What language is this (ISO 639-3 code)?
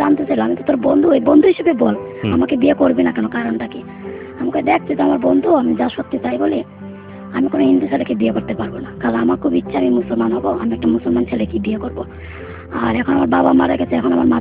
ben